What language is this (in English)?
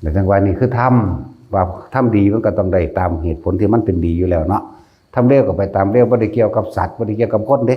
Northeastern Thai